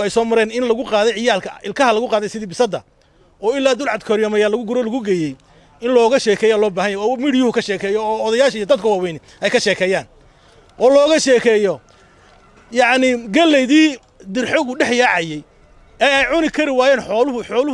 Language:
Somali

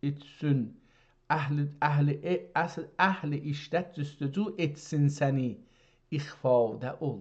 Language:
South Azerbaijani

